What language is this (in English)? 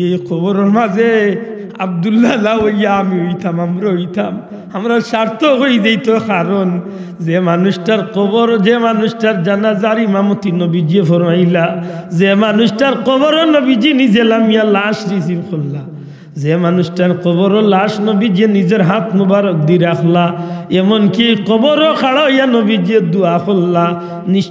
Sylheti